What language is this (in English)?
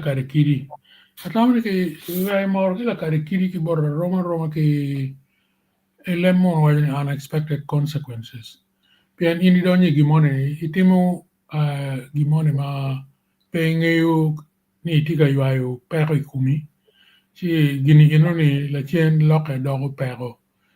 Acoli